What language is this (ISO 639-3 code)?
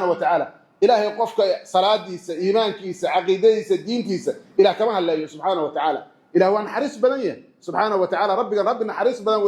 som